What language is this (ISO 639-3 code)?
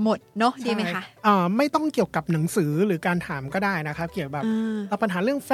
tha